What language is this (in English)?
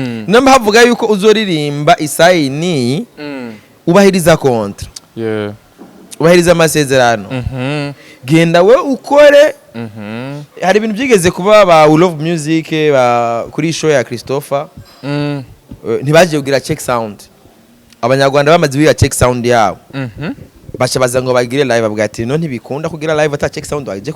Rundi